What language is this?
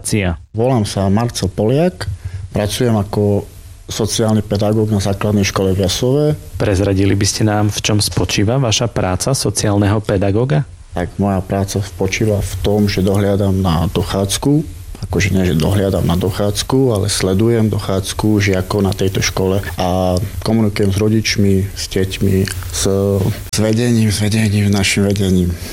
Slovak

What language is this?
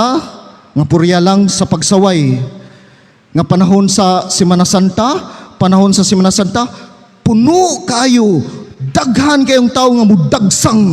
Cebuano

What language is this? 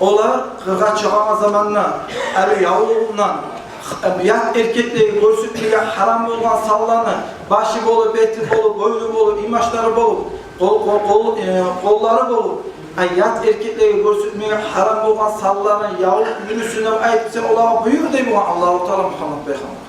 Kumyk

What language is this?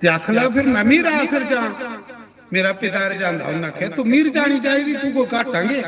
Dogri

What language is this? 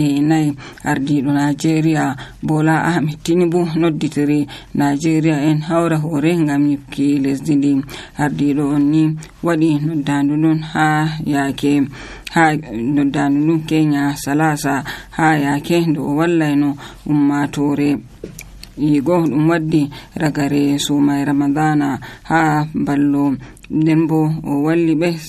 Nigerian Fulfulde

